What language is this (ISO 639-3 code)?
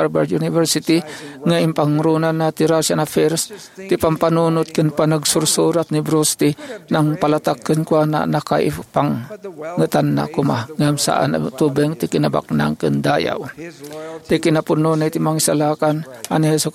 ilo